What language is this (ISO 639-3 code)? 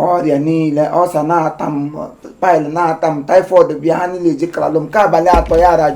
ibo